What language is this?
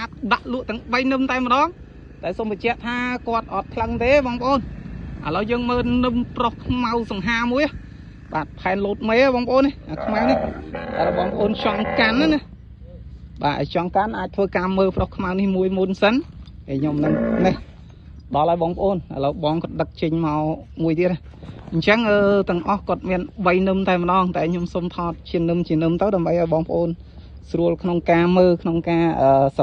Khmer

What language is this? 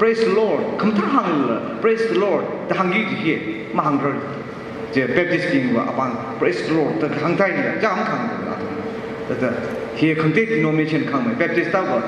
Tangkhul Naga (India)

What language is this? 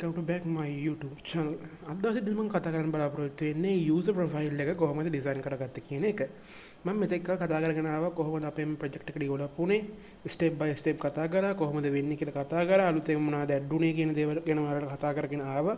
Sinhala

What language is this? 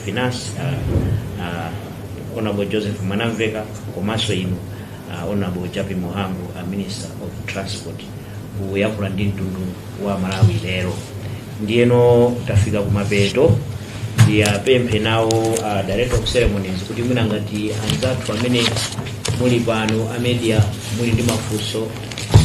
Nyanja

